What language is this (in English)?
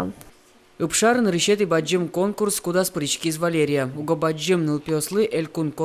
Udmurt